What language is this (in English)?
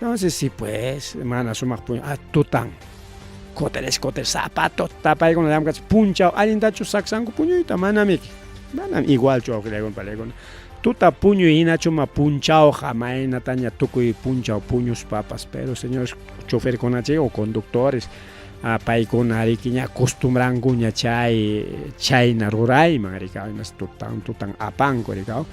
Ayacucho Quechua